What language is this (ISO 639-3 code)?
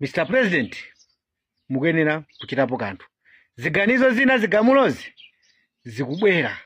nya